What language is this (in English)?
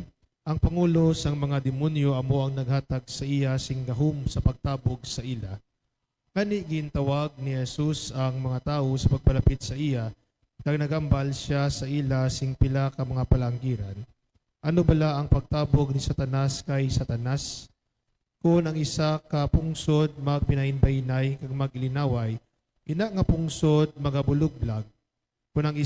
Hiligaynon